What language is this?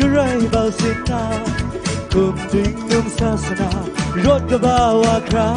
Kachin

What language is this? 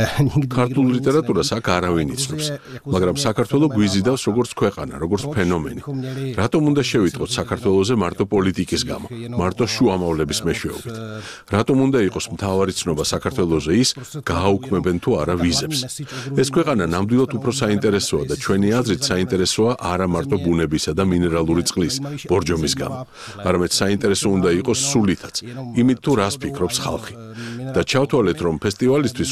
Georgian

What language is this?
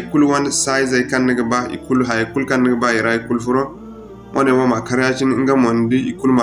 Zarma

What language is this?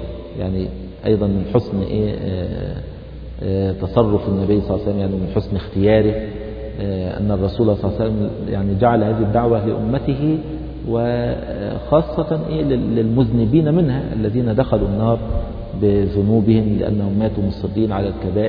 Arabic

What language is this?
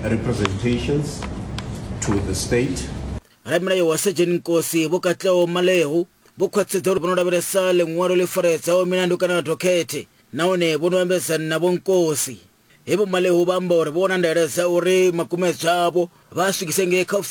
Venda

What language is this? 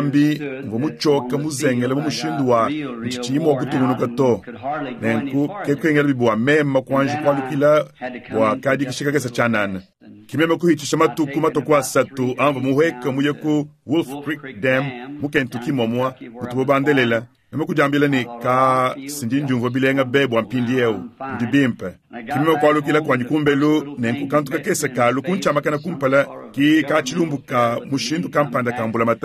Luba-Lulua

